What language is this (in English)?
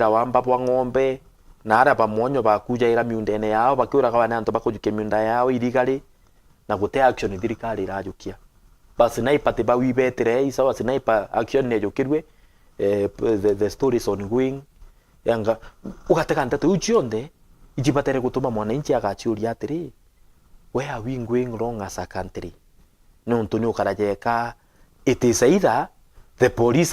Meru